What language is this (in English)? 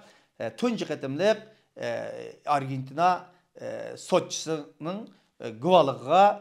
Uyghur